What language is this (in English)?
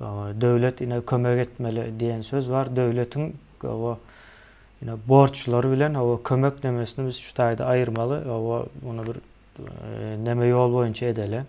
Turkmen